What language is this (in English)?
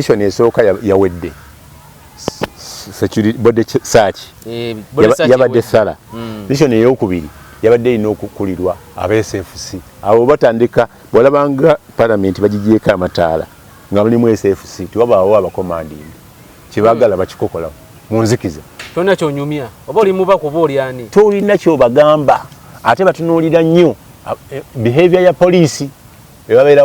Ganda